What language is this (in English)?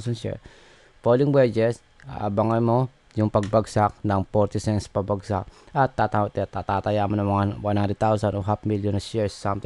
Filipino